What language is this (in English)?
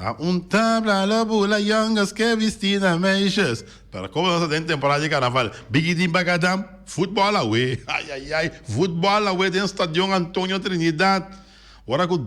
Papiamento